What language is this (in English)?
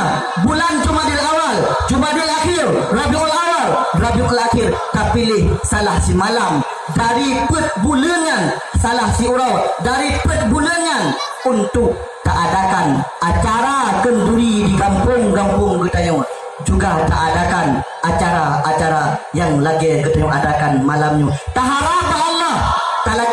Achinese